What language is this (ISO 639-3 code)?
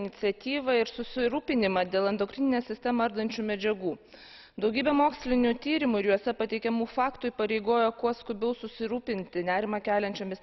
lit